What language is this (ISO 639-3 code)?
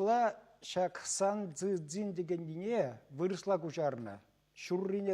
chv